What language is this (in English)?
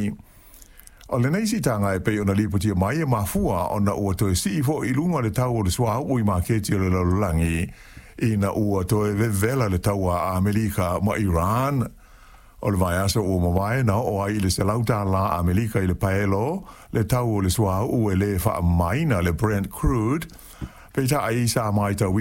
Samoan